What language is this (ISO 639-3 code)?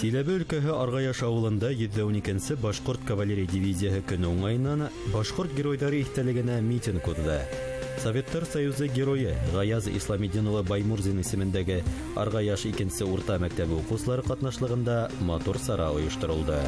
bak